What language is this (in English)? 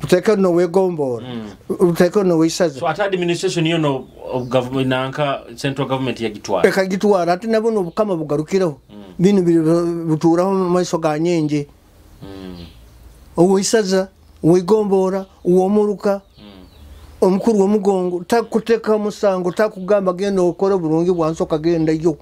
Nyoro